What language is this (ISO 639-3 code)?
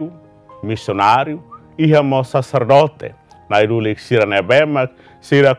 tet